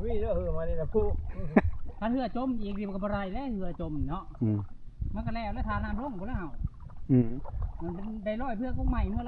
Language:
Northeastern Thai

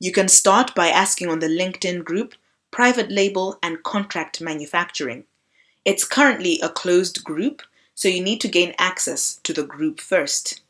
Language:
English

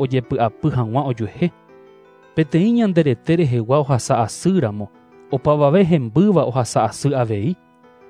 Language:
Guarani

